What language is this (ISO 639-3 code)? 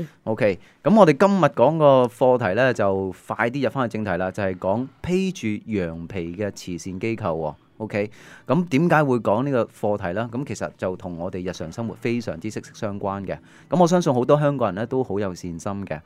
yue